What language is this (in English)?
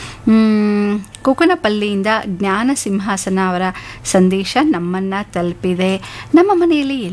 Kannada